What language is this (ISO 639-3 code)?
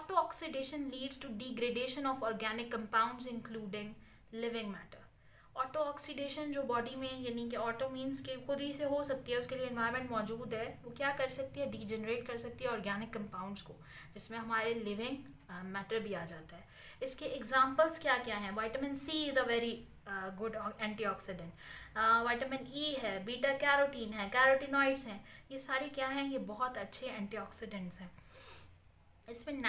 hin